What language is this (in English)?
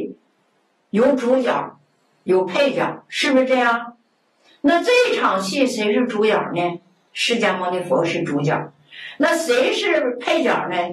Chinese